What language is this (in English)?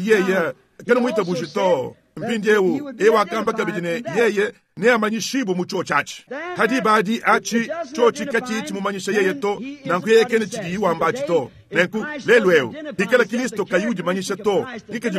Luba-Lulua